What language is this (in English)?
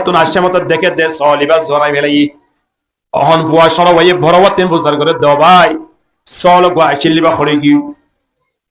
Rohingya